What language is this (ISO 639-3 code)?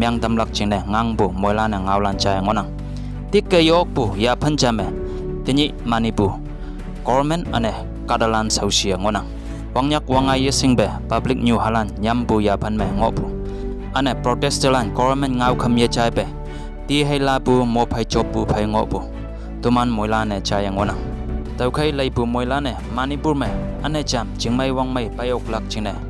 nbe